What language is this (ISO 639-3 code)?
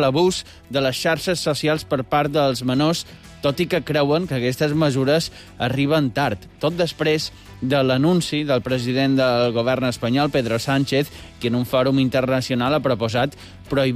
cat